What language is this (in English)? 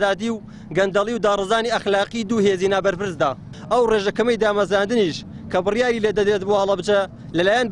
Central Kurdish